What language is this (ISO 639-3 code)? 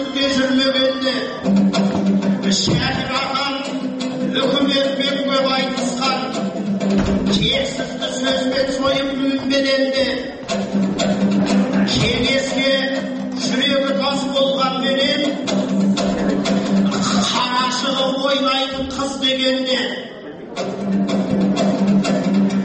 kaz